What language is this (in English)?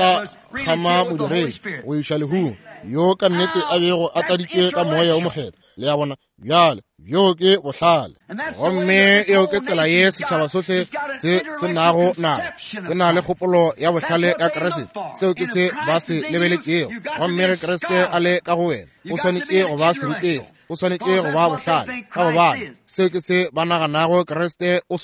Northern Sotho